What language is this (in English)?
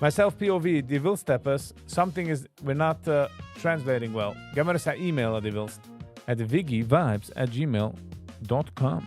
Yiddish